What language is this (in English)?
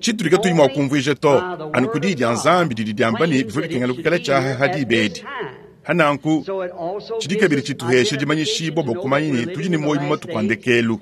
Luba-Lulua